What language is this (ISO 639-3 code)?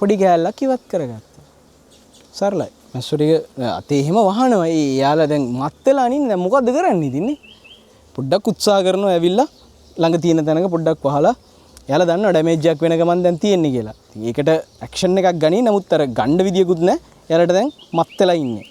sin